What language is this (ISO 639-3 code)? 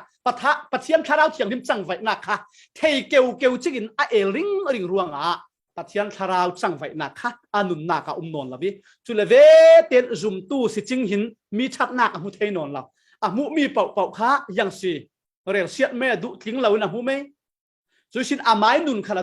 cfm